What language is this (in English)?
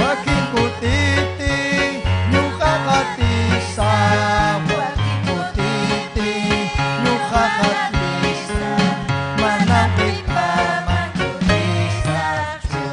Ayacucho Quechua